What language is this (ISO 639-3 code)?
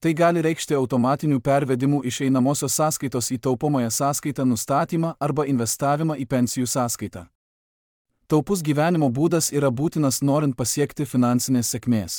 lit